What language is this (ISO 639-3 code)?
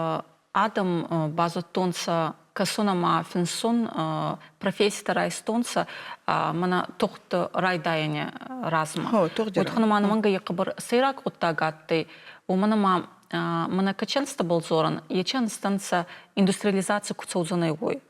oss